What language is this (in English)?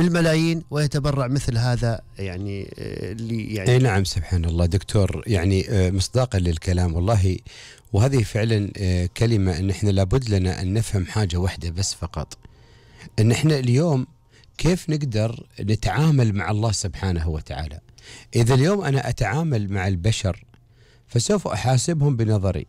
Gulf Arabic